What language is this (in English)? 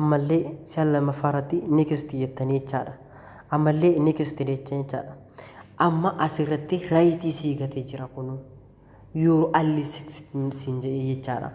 Oromo